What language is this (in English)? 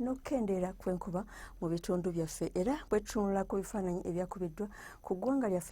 Ganda